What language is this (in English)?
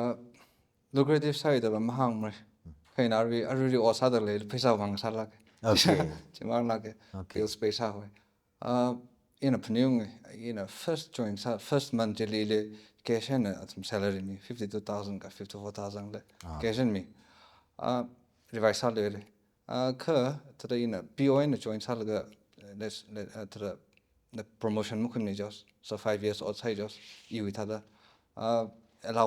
Tangkhul Naga (India)